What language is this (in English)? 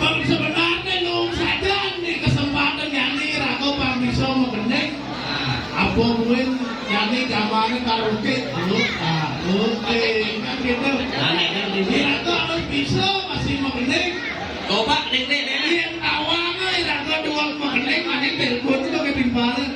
Balinese